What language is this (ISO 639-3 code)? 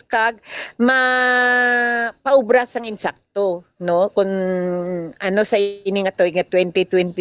hil